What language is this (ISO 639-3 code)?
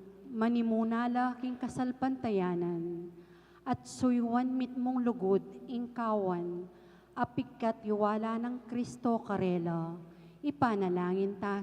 pam